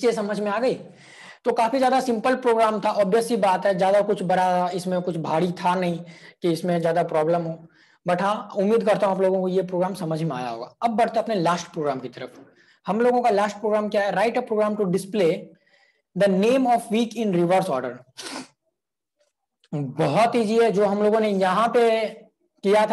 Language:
Hindi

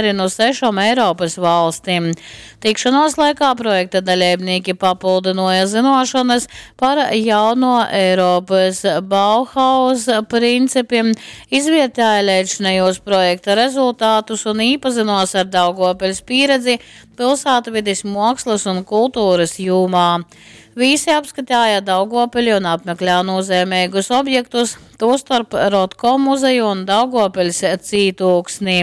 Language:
Latgalian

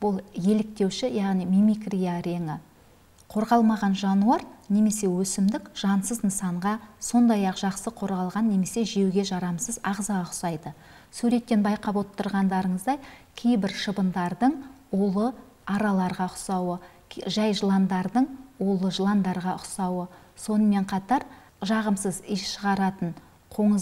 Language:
Kazakh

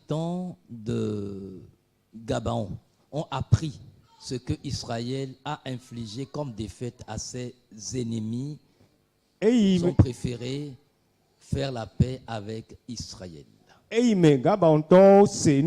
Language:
Ewe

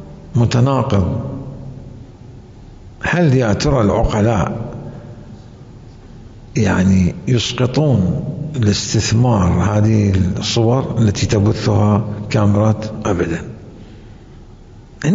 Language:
Arabic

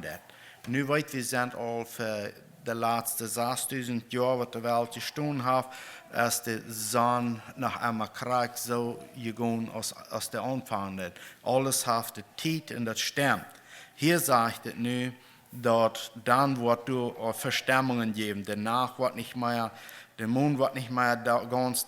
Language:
Plautdietsch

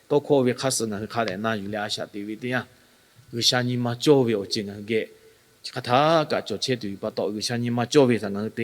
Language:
Lahu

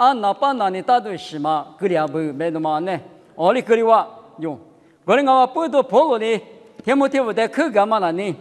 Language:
Lisu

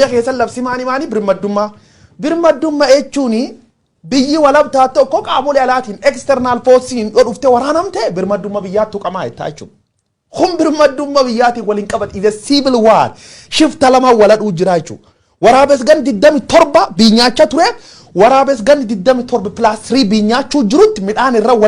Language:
Oromo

